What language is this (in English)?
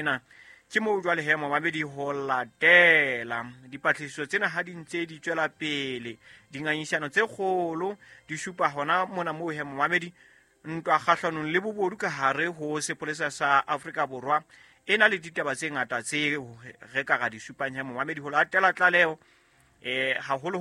Southern Sotho